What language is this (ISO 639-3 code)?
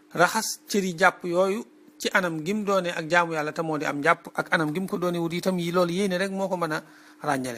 wol